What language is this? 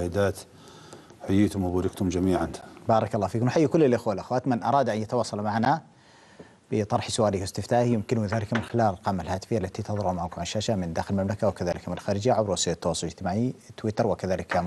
Arabic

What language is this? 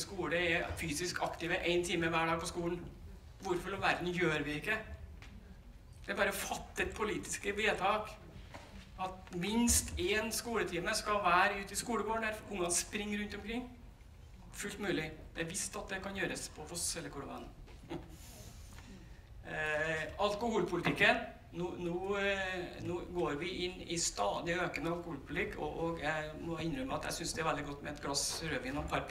Norwegian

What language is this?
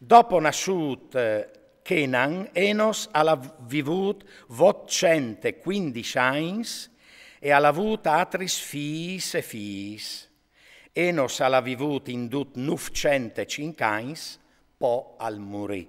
Friulian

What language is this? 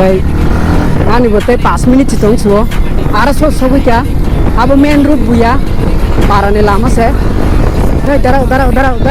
Kok Borok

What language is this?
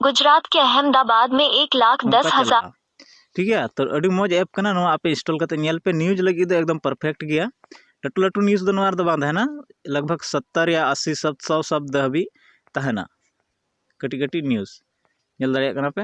Santali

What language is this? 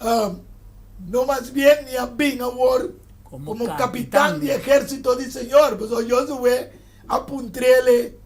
Papiamento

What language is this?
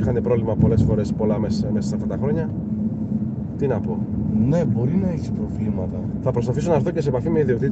Greek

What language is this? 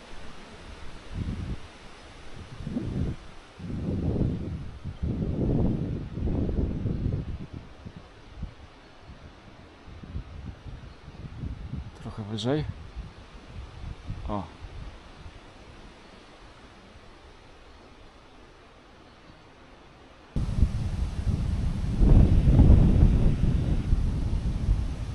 Polish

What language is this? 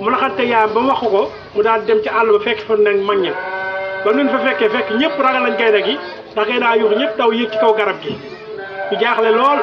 Wolof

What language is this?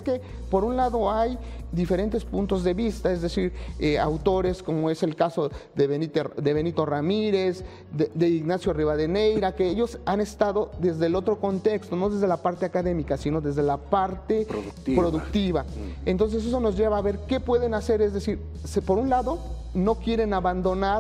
Spanish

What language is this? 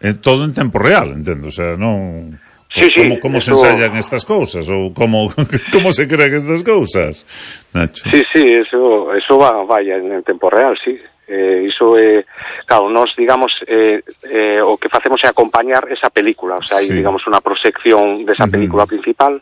Galician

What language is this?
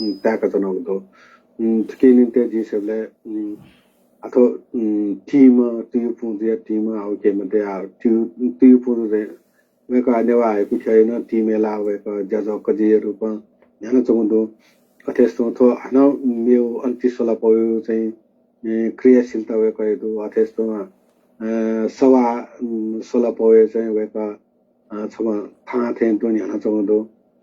Newari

